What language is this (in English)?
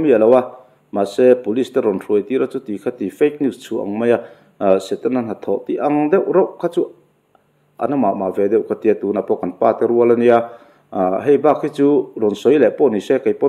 Mizo